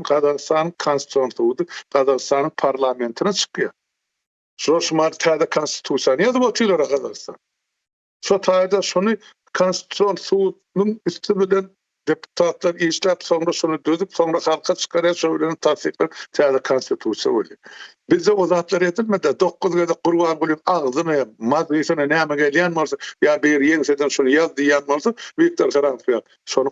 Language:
Turkmen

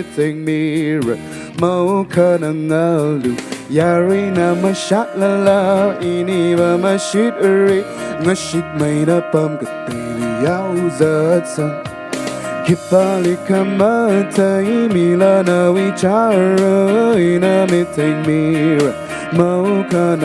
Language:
Tangkhul Naga (India)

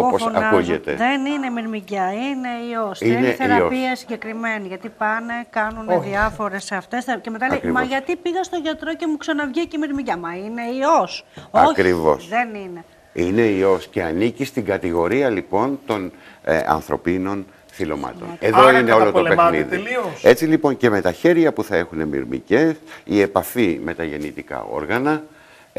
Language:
Greek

